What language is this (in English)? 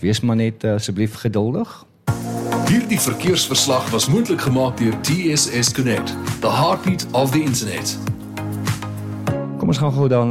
Afrikaans